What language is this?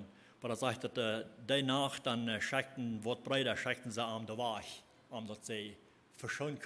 Plautdietsch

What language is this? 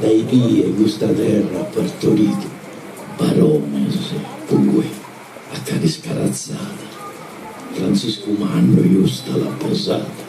Sardinian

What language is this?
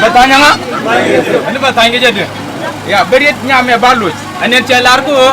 Nuer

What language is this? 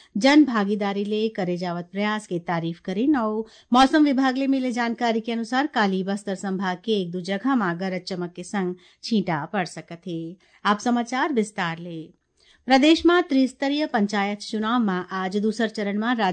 Chhattisgarhi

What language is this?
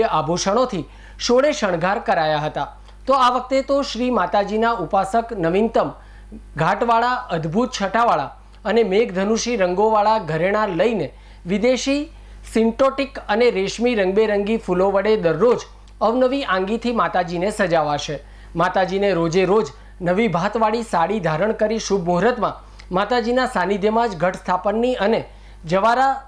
Gujarati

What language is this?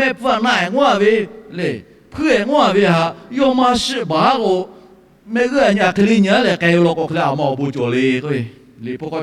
Lahu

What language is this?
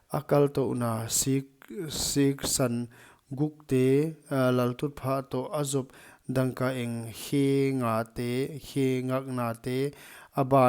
Paite Chin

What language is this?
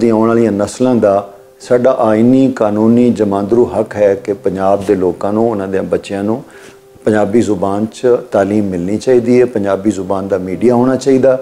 Western Panjabi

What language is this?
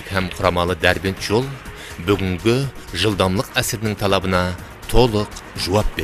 Kara-Kalpak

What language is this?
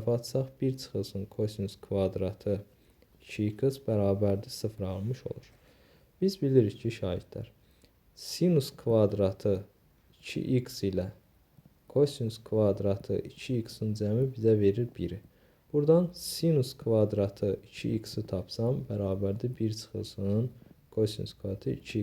Azerbaijani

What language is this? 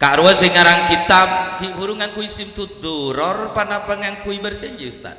Madurese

